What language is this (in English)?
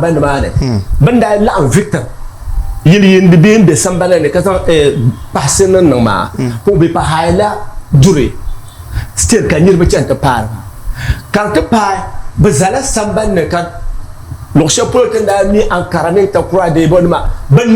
Dagbani